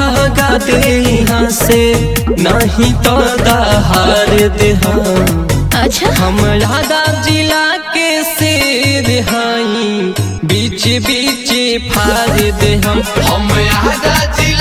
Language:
Bhojpuri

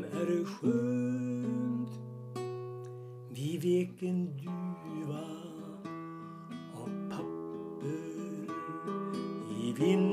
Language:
Swedish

